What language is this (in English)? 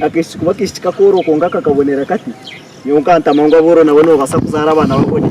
Nyankole